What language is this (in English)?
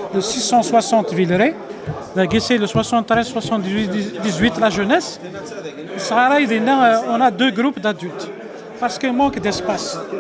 Kabyle